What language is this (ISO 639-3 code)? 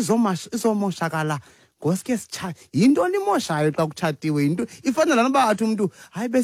xho